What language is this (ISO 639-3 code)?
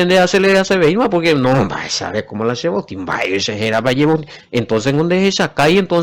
grn